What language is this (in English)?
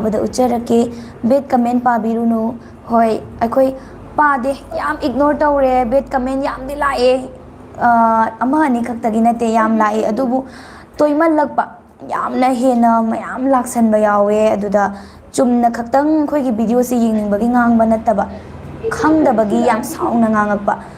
Manipuri